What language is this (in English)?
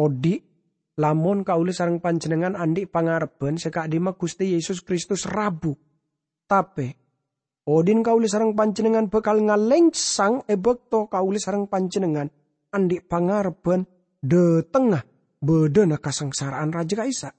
Madurese